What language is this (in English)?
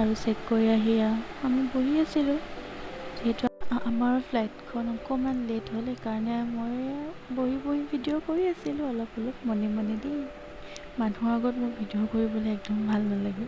Assamese